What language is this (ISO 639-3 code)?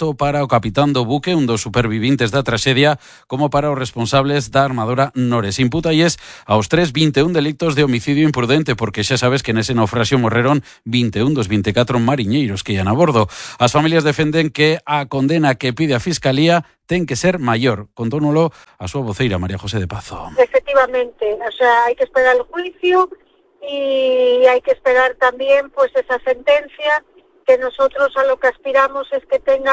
glg